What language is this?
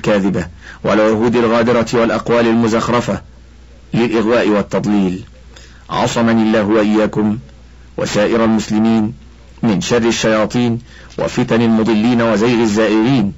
Arabic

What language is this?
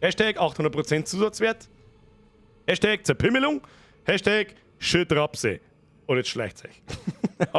Bavarian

